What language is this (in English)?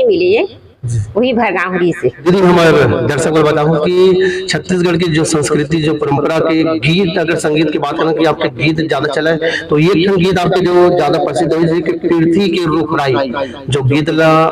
Chhattisgarhi